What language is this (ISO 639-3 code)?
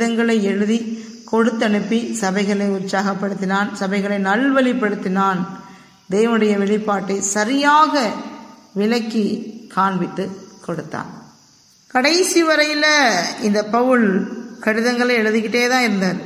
tam